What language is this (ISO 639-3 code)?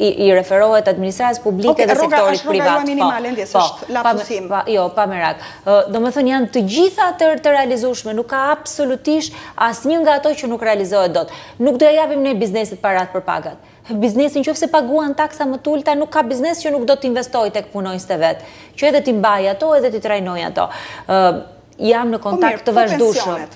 sqi